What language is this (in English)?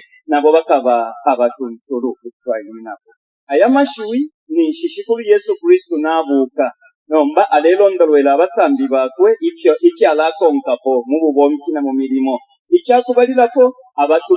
Bemba